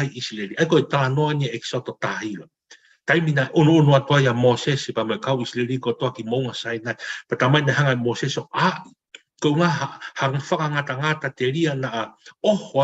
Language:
Tongan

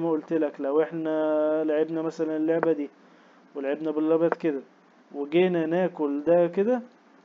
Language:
Egyptian Arabic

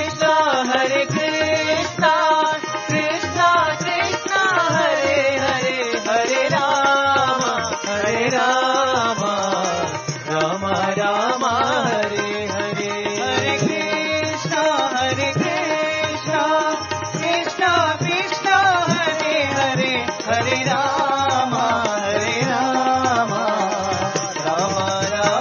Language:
Telugu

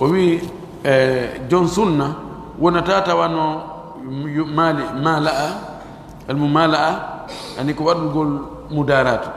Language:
Pular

